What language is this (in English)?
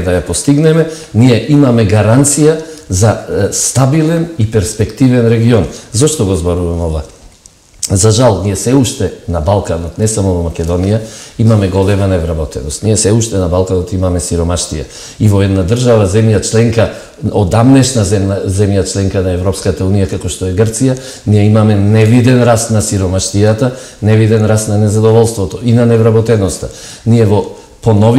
Macedonian